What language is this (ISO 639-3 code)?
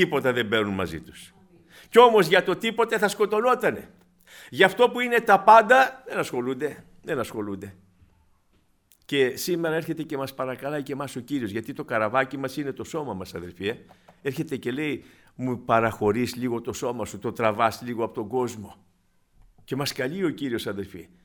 ell